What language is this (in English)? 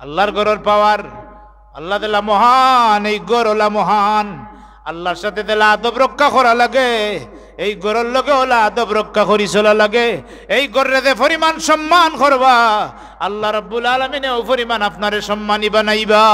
Sylheti